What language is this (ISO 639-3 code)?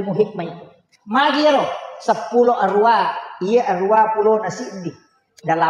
bug